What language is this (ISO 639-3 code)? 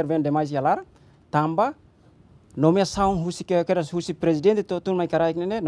tet